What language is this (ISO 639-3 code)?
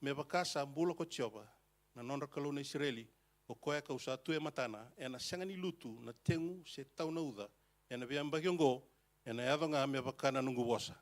fij